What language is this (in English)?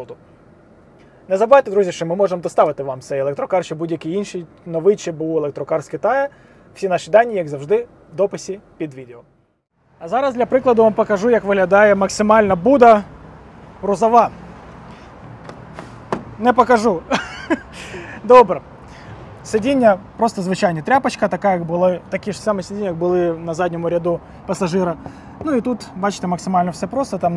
Ukrainian